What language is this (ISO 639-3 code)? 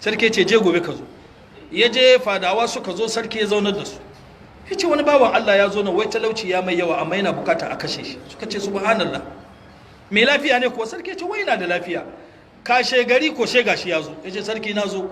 hau